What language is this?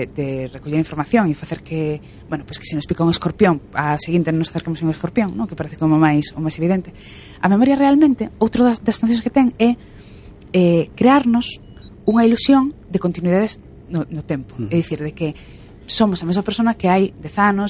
Galician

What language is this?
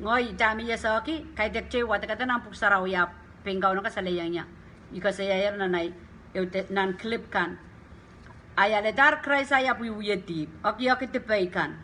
Pohnpeian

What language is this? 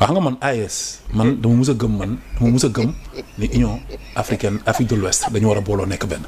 Wolof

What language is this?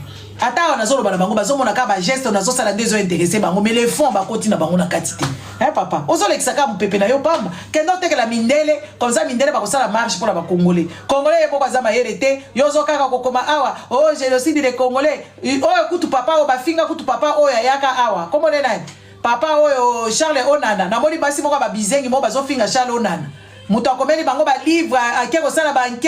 Lingala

